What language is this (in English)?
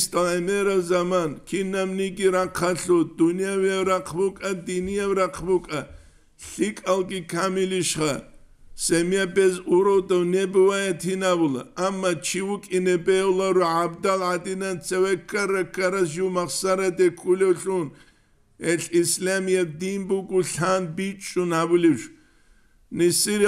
Avaric